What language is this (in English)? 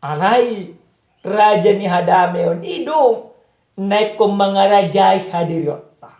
Batak Toba